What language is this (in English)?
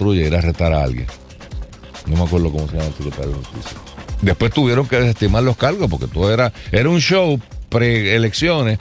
Spanish